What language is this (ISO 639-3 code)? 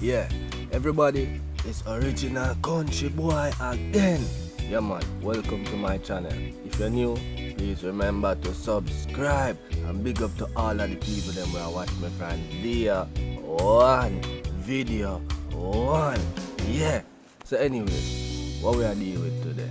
jam